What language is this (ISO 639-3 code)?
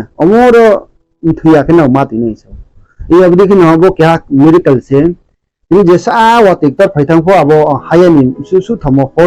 ria